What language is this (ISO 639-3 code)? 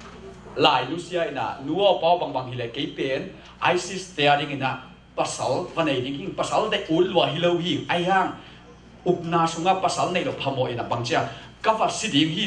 ctd